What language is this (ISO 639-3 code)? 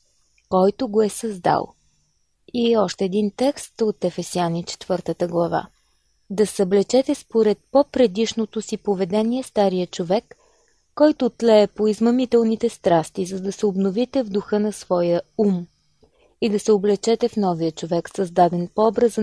bul